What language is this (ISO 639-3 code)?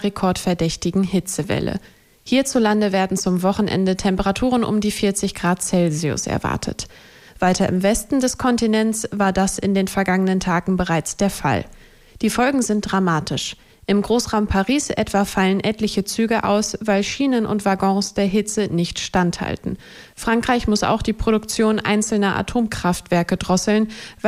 deu